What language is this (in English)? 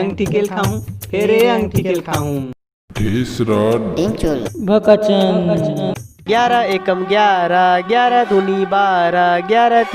Chhattisgarhi